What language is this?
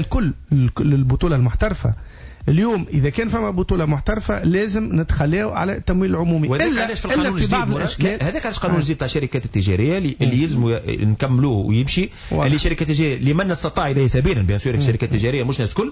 Tunisian Arabic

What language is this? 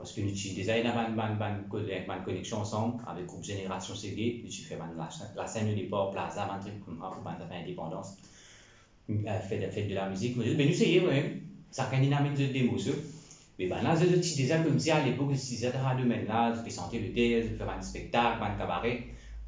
Morisyen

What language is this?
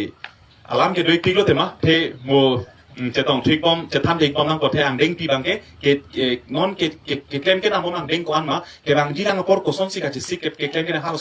Karbi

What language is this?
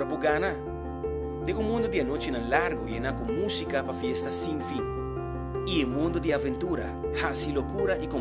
Papiamento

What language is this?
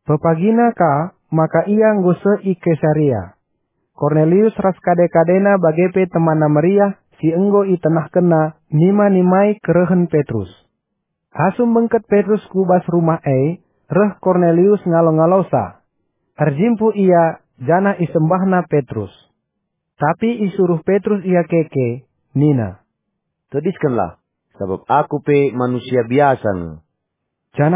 Batak Karo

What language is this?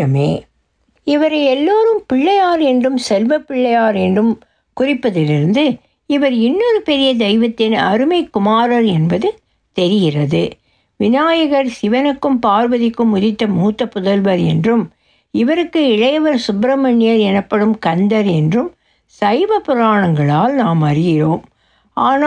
Tamil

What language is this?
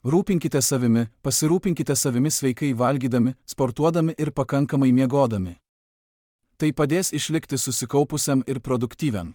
Lithuanian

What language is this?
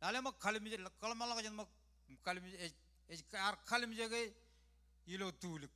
Marshallese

